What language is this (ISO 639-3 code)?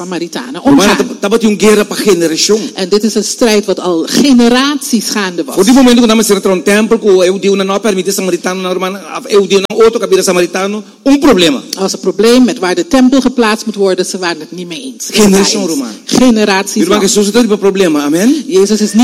nld